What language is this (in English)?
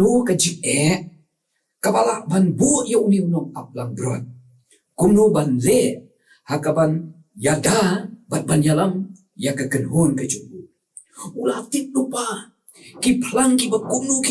Khasi